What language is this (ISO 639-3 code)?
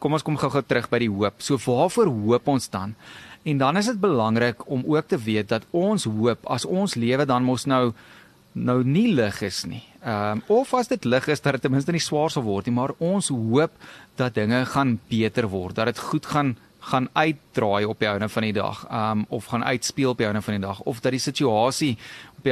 afr